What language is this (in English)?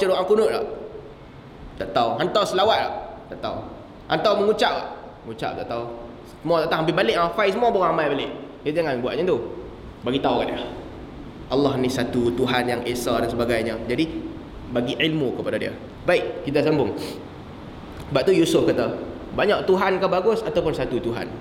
Malay